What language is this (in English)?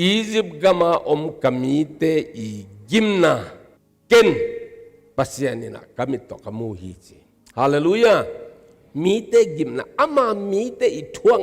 Tedim Chin